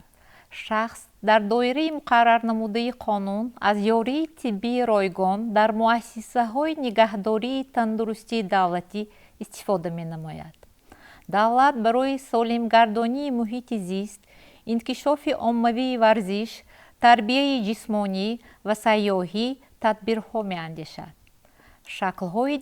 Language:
Tajik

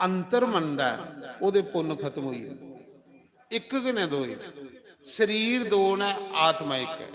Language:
Dogri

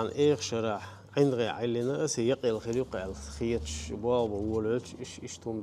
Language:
Chechen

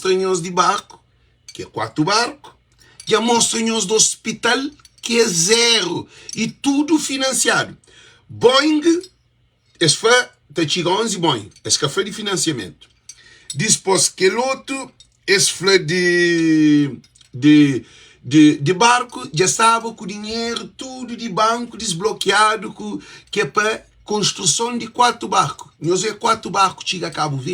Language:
Kabuverdianu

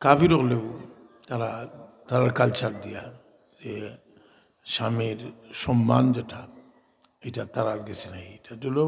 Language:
Sylheti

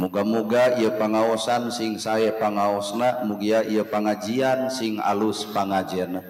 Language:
Sundanese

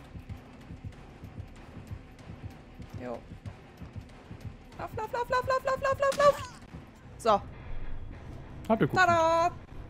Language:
German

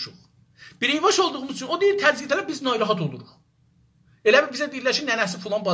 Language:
South Azerbaijani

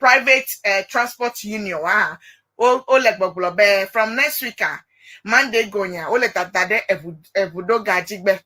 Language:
Ewe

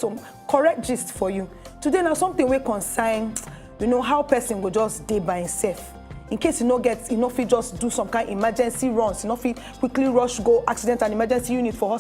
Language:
Nigerian Pidgin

